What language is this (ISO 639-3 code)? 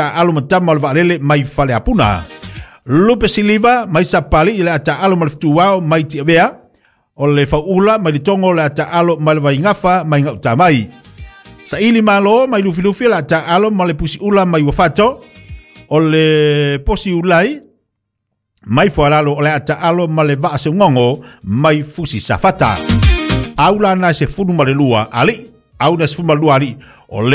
smo